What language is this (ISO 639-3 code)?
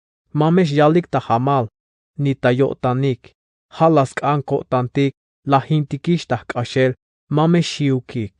tzh